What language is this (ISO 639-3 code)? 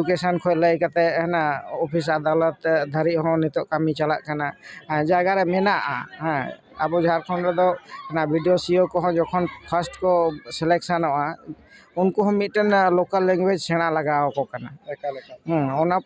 sat